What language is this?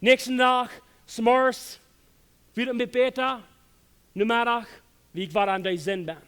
Plautdietsch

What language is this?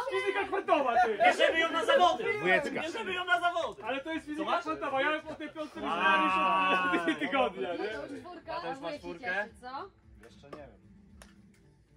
Polish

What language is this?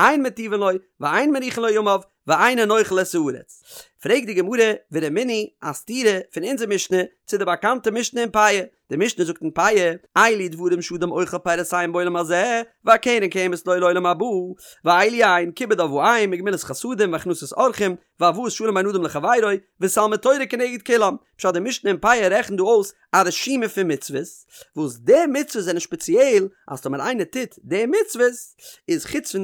Yiddish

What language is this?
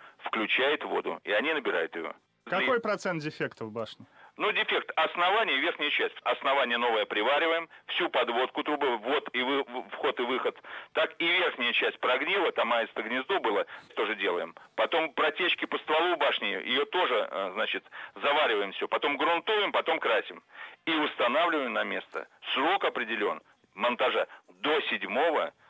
Russian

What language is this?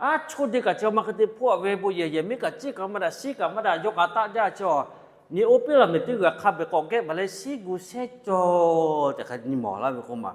Lahu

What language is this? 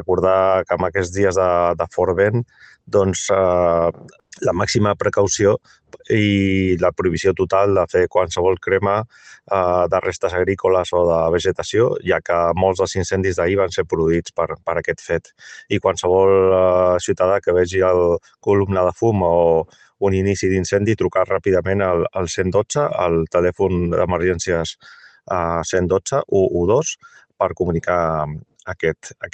Catalan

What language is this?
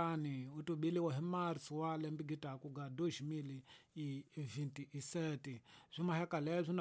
Tsonga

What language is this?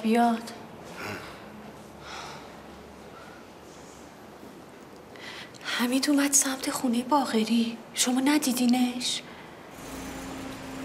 Persian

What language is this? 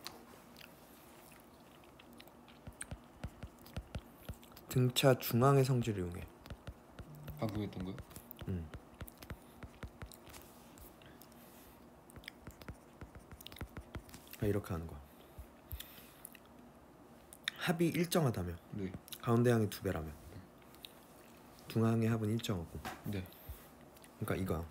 Korean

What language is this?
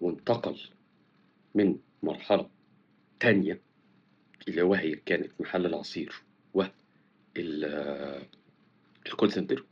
Egyptian Arabic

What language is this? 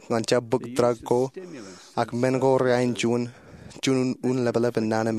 Marshallese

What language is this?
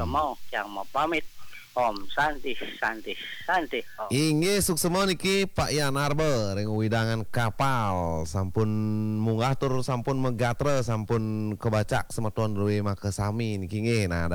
Balinese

